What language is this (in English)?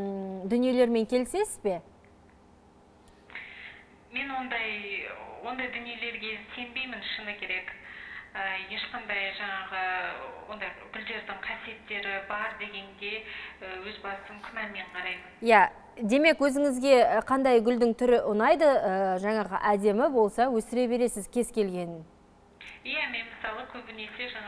Kazakh